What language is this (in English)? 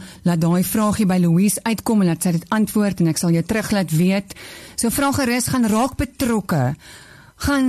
Afrikaans